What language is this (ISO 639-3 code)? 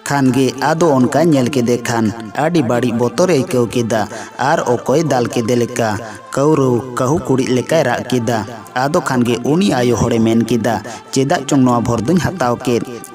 sat